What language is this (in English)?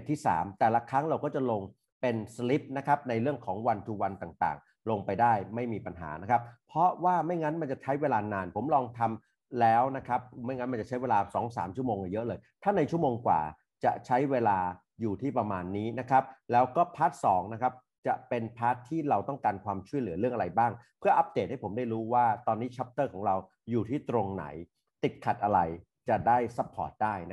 Thai